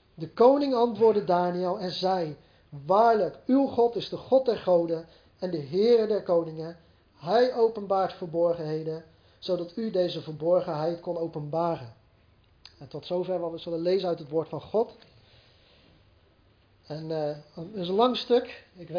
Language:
Dutch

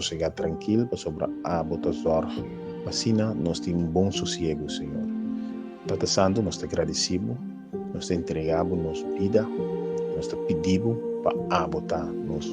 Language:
Papiamento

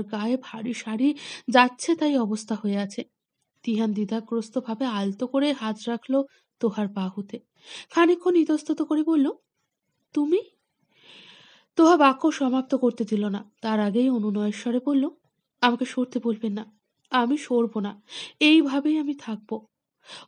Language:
Bangla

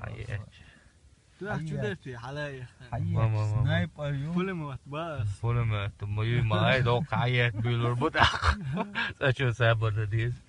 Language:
Chechen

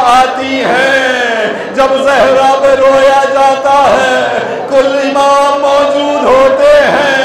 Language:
Urdu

